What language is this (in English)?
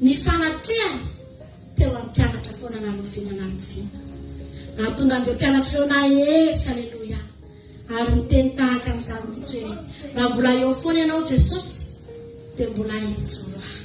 Malagasy